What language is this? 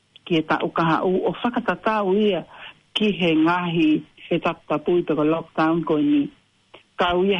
Tongan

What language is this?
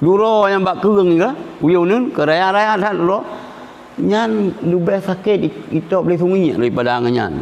Achinese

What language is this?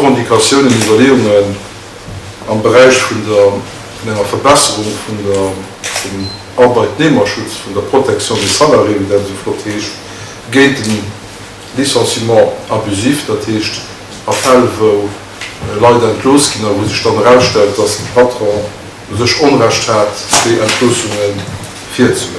Luxembourgish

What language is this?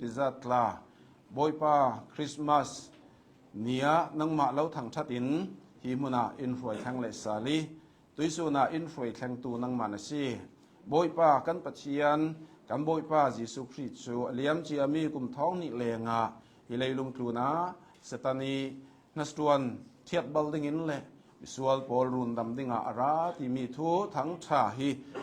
Hakha Chin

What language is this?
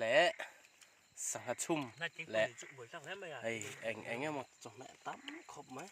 Mizo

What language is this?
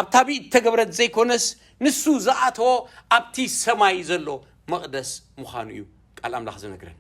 Tigrinya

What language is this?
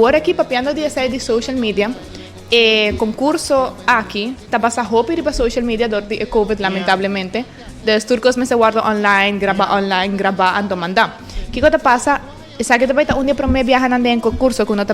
Papiamento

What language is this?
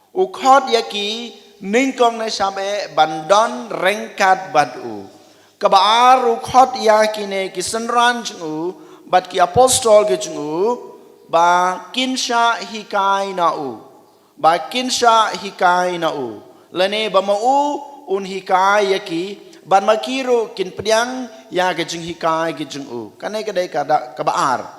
Khasi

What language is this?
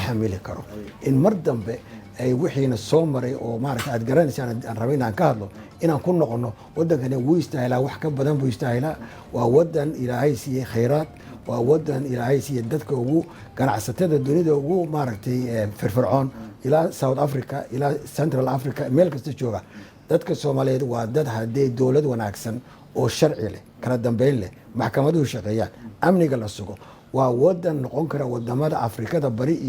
Somali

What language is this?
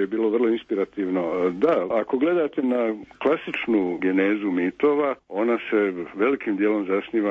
Serbian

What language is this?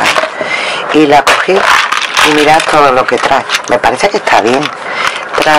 Spanish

